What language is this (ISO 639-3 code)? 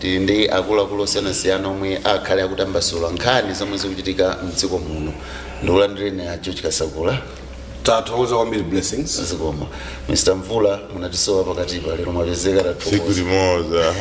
nya